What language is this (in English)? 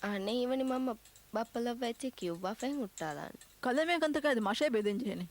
Divehi